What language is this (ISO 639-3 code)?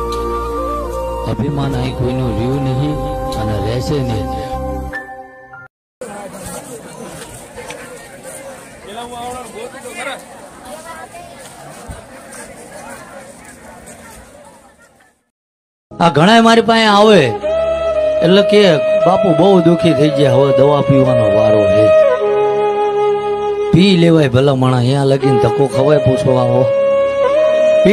guj